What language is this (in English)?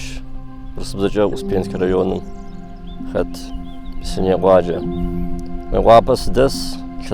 Kabardian